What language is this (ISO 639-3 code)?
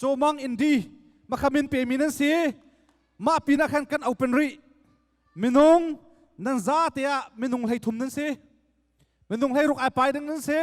cnh